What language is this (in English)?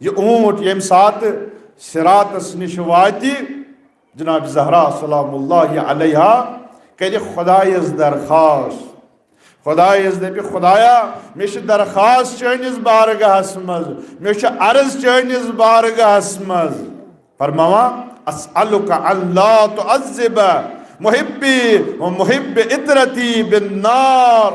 Kashmiri